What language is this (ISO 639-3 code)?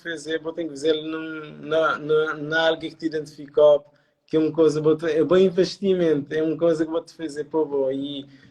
kea